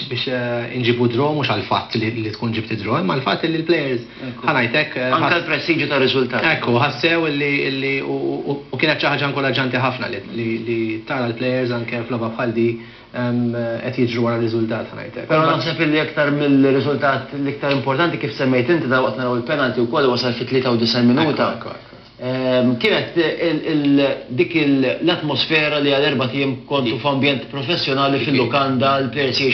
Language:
Maltese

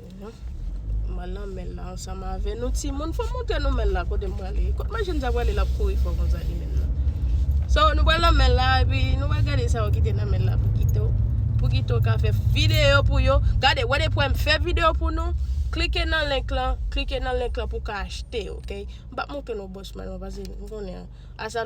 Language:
Haitian Creole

